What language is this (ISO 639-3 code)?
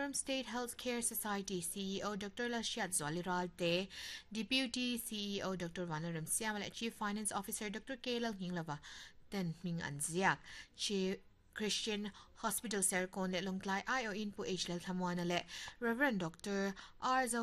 lus